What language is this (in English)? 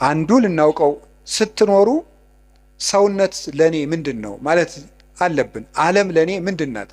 Amharic